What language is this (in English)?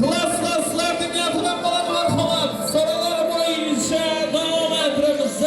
Kara-Kalpak